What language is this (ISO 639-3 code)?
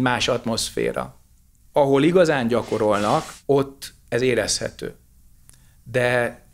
hun